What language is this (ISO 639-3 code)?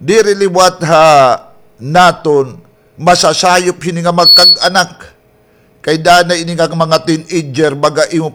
war